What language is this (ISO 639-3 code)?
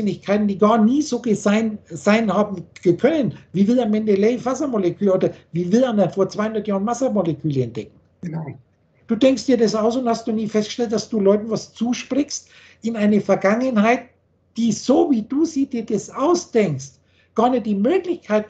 deu